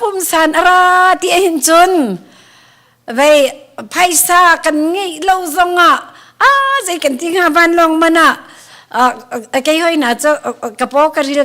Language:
Hakha Chin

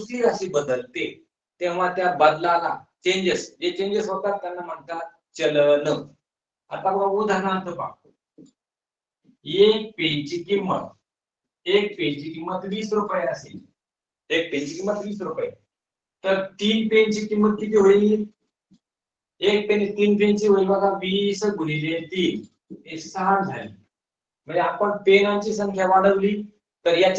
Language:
Marathi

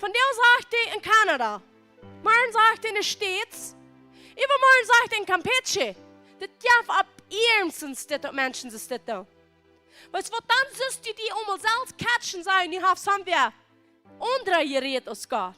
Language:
Plautdietsch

